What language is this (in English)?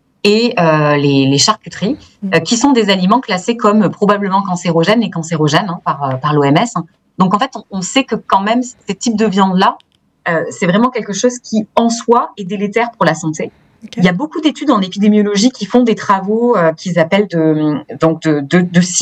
French